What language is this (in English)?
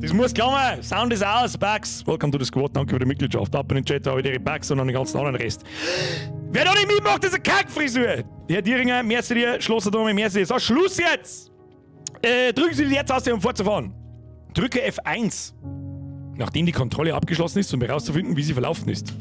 Bavarian